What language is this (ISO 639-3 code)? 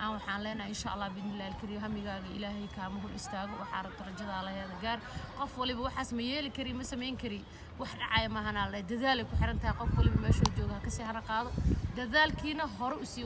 som